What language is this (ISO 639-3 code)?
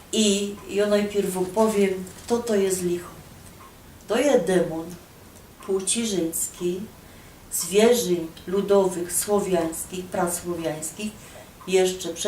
szl